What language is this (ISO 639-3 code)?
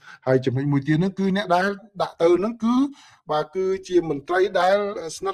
khm